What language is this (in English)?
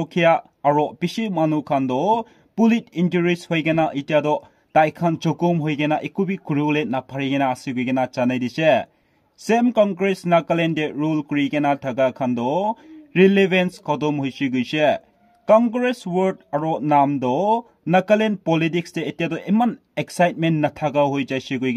Naga Pidgin